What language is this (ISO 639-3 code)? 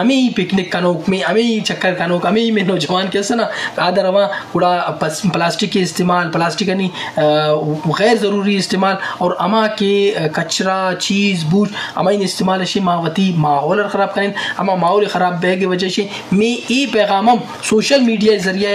bal